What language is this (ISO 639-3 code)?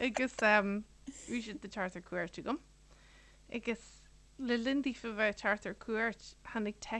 gle